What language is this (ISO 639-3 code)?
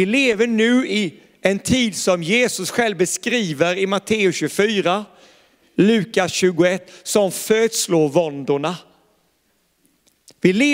swe